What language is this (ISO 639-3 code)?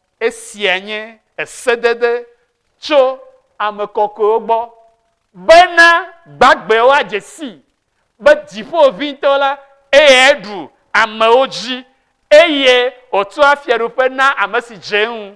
ewe